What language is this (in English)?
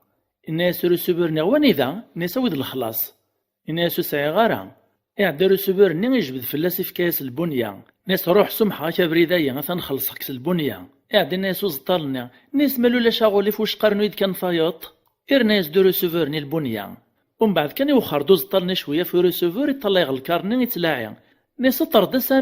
Kabyle